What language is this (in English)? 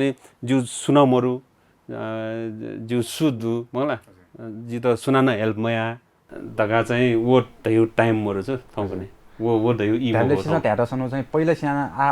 Newari